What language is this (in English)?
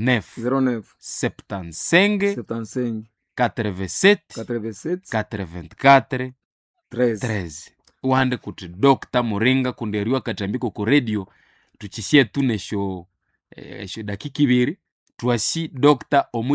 Nande